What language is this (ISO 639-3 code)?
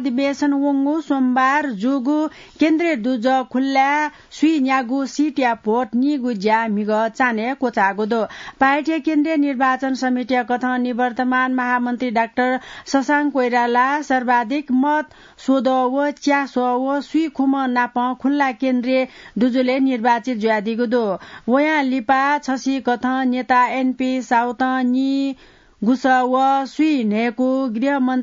new